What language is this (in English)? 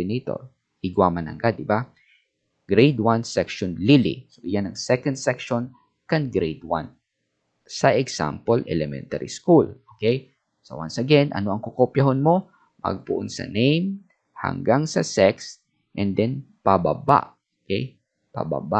Bikol